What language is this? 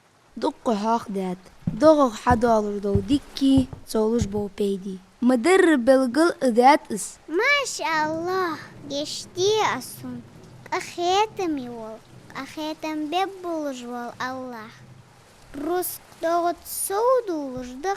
Ingush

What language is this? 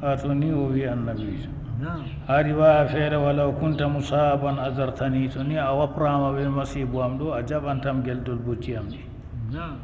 Fula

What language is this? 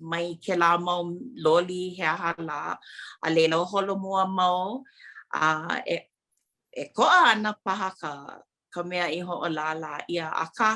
Hawaiian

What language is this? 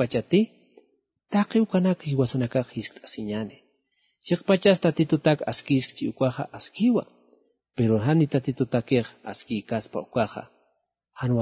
Aymara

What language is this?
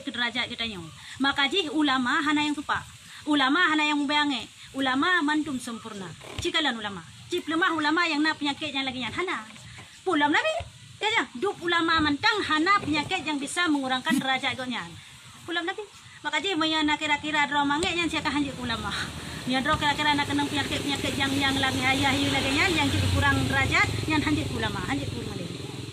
Achinese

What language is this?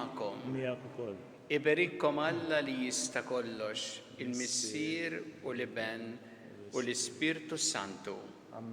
Maltese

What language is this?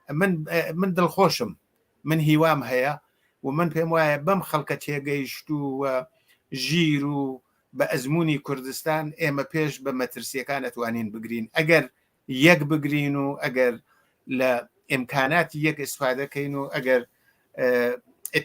Central Kurdish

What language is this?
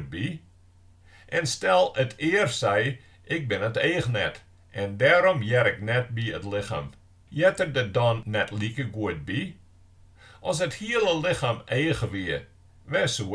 Western Frisian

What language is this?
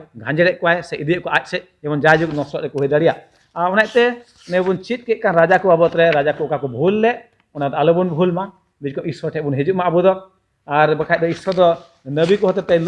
Santali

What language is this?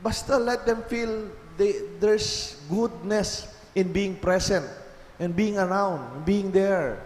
Pampanga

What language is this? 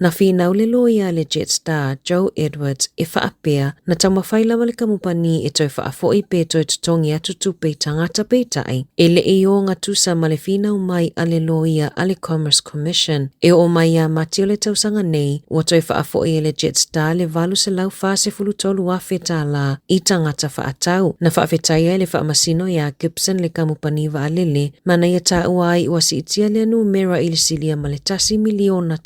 Samoan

